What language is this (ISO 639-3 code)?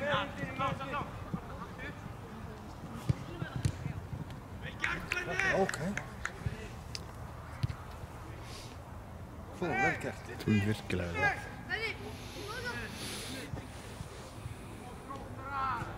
isl